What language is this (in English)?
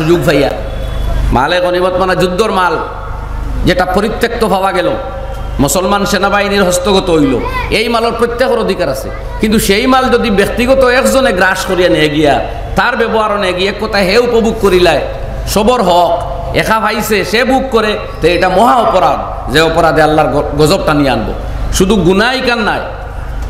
Sylheti